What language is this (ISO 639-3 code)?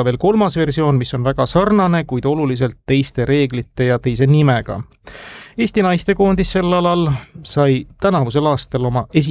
est